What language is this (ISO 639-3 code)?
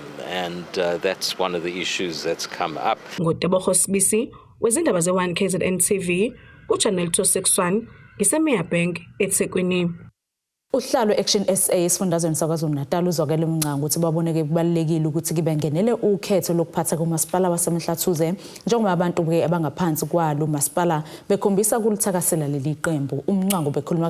zul